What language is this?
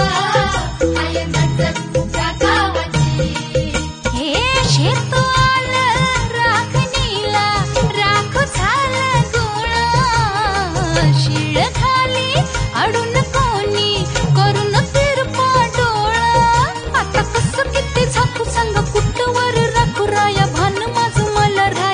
Marathi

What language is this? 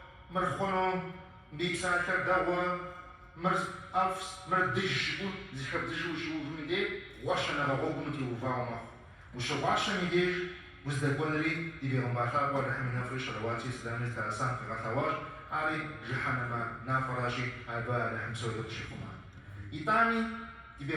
Kabardian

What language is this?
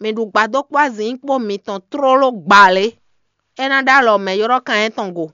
Fon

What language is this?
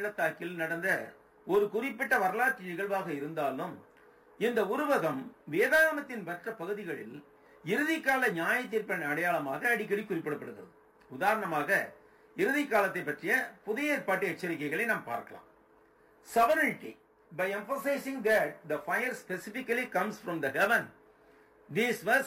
Tamil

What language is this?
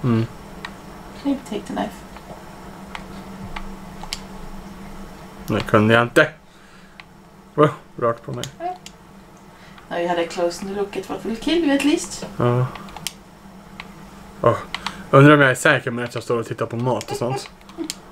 Swedish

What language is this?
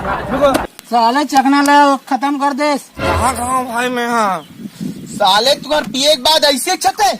Chhattisgarhi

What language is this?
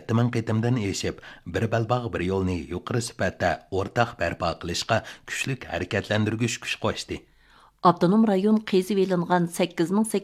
Uyghur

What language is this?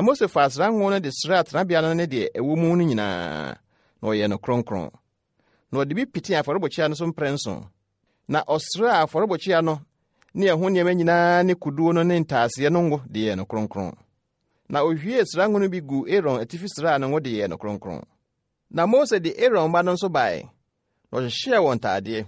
Akan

